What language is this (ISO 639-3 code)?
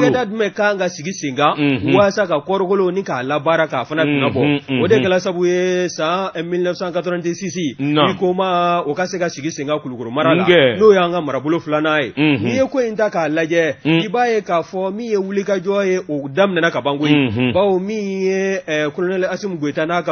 bam